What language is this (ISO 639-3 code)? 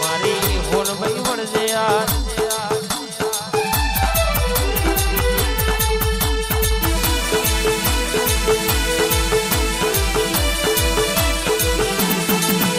guj